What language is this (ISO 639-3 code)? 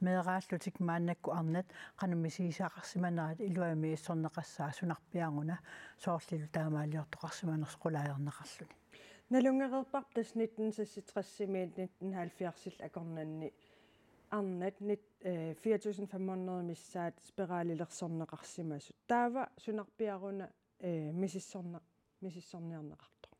kal